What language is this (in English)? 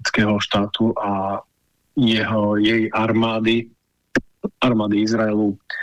Slovak